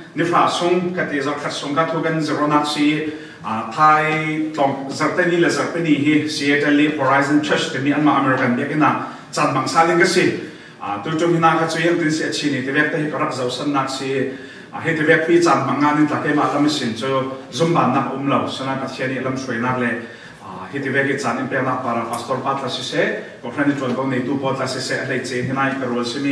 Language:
Falam Chin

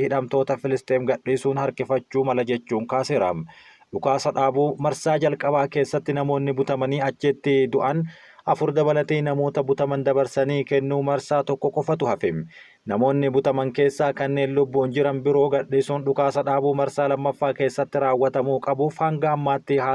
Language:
Oromo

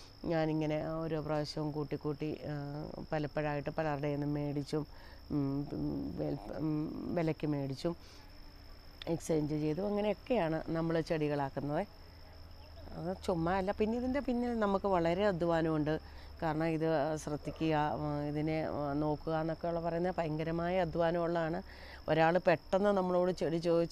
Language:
Malayalam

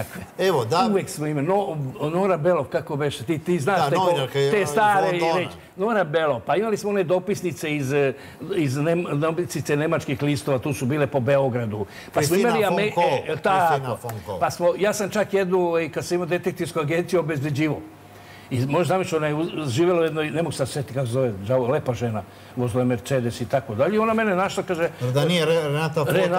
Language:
Serbian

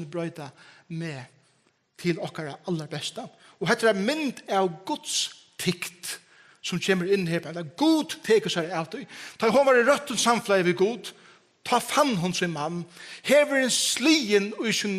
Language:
Faroese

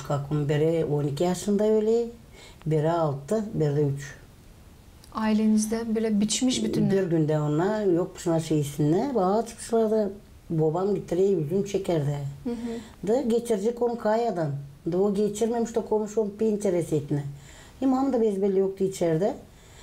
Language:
Gagauz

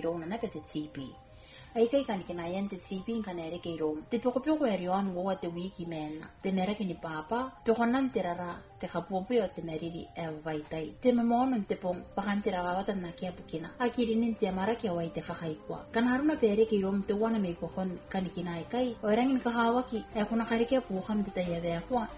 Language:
Gilbertese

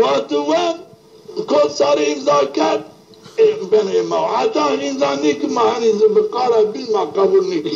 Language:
Zaza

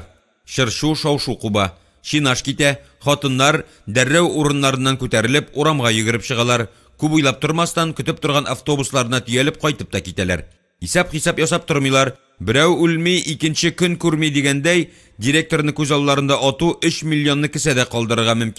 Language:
Tatar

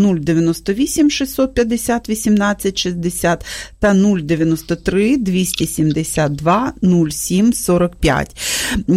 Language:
Ukrainian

